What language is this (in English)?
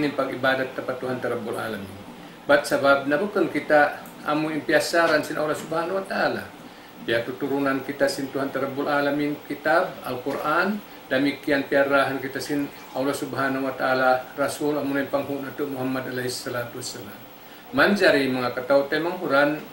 Tausug